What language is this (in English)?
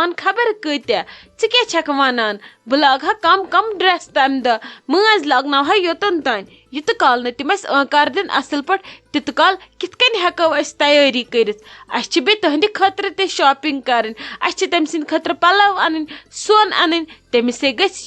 Kashmiri